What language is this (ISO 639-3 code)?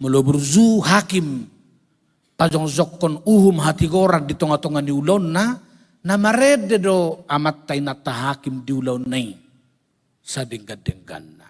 bbc